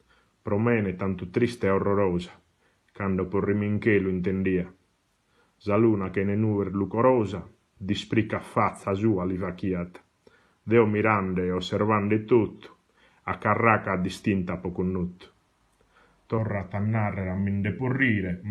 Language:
Sardinian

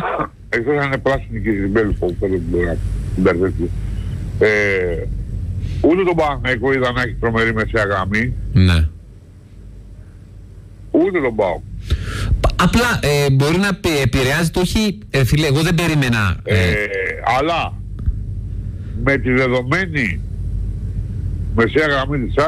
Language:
Greek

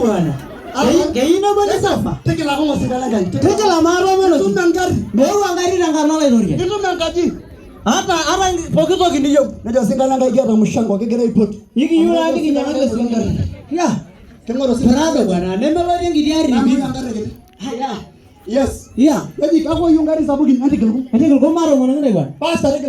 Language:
Masai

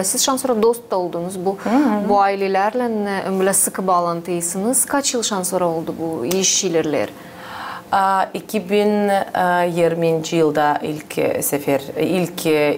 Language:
Gagauz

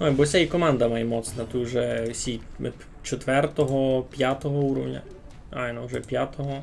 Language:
Rusyn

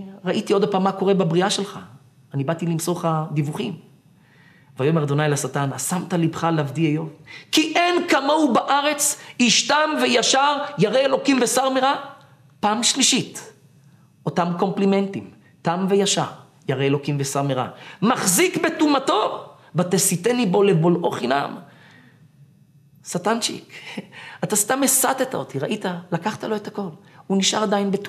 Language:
Hebrew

